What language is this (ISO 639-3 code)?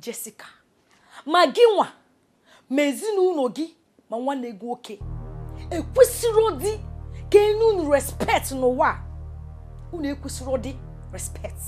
ibo